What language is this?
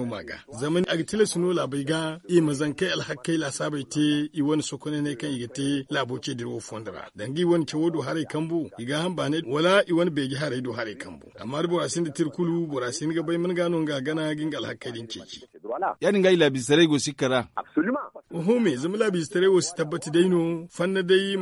Zarma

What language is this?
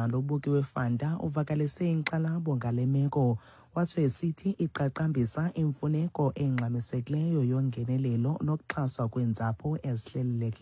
Xhosa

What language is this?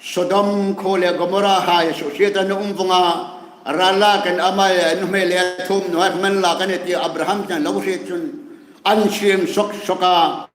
Hmar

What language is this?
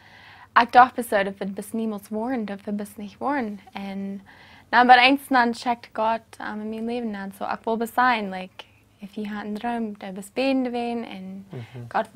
Plautdietsch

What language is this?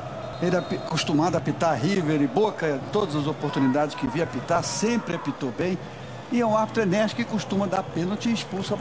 Portuguese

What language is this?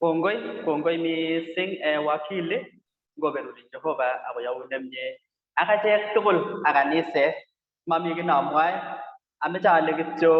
Kalenjin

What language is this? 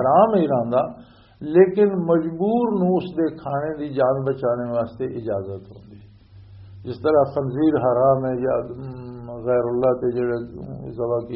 Western Panjabi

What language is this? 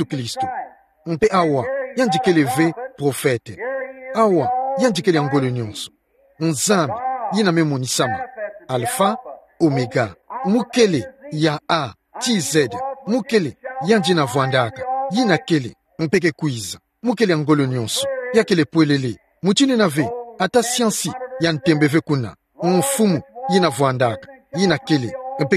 Kituba (Democratic Republic of Congo)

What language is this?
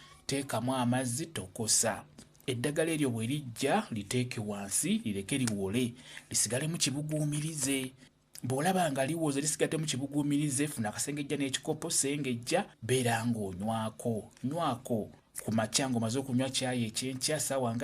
Ganda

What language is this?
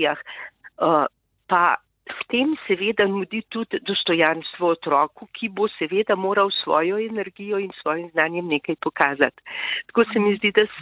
Slovenian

